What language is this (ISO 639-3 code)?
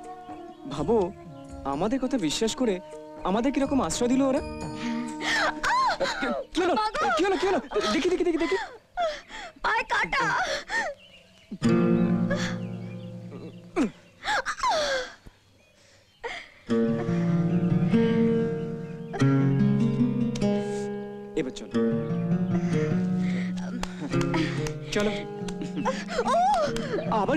ben